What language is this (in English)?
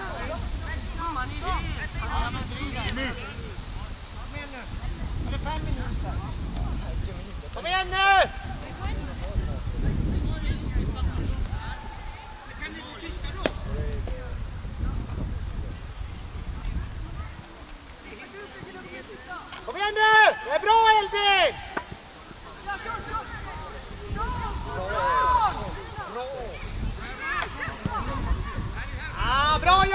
Swedish